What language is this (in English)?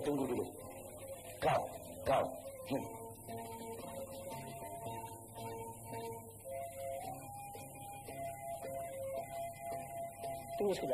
Malay